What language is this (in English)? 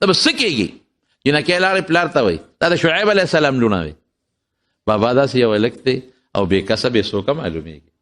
Pashto